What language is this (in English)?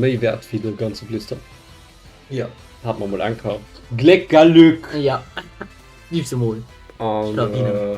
Luxembourgish